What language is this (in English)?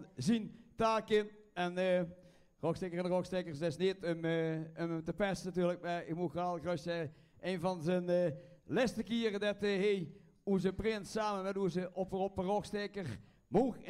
Limburgish